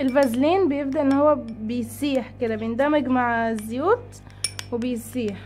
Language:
Egyptian Arabic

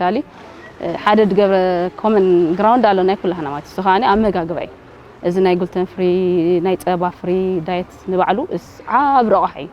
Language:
Tigrinya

